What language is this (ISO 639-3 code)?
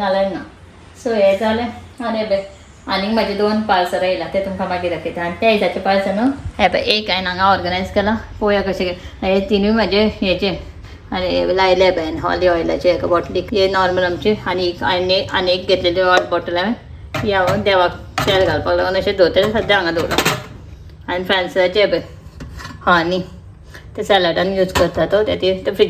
kok